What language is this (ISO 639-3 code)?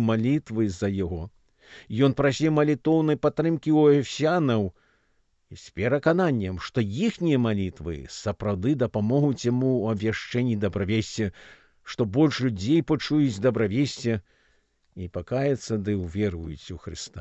bel